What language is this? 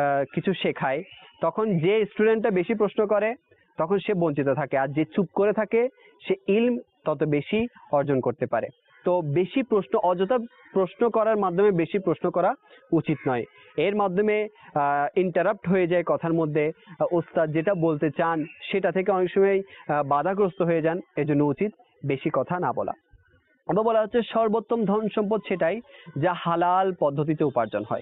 Bangla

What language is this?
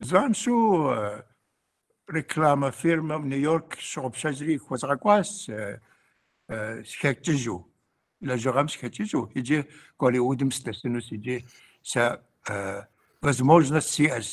Kabardian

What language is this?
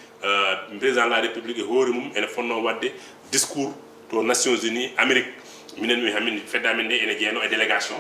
Fula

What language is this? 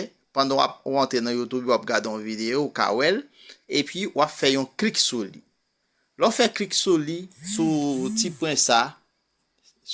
Haitian Creole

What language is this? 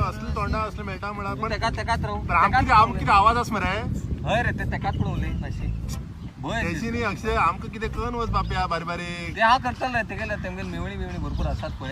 Konkani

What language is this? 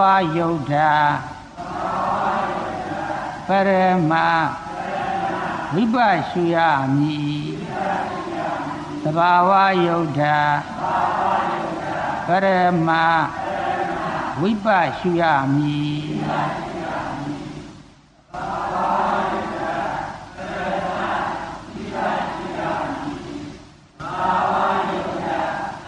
Burmese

